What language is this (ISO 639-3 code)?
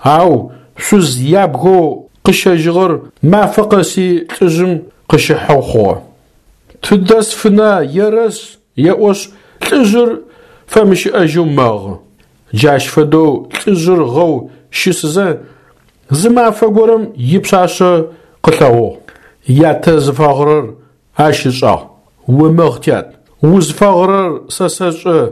ady